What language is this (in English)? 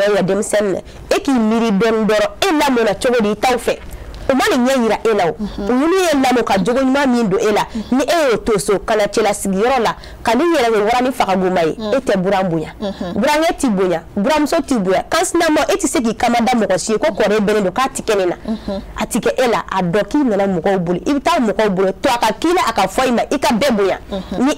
Bambara